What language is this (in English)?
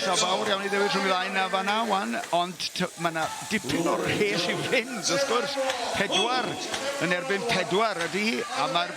Welsh